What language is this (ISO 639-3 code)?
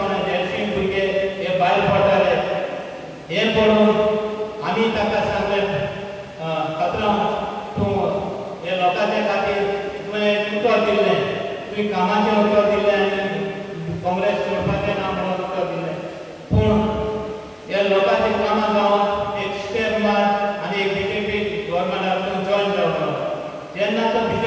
kok